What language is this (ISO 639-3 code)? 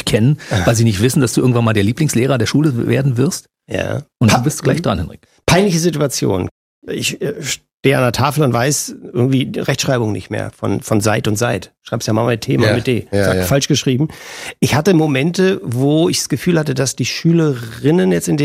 deu